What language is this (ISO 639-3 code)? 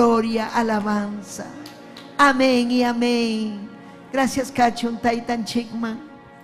quy